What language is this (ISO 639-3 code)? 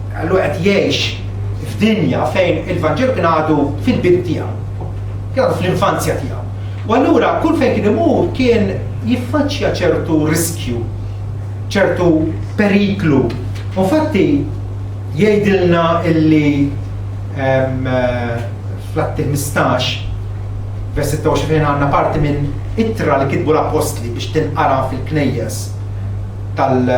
mlt